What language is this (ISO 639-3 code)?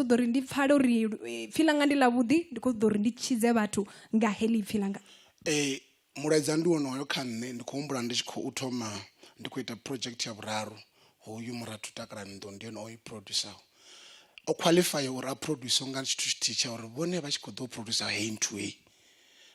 ven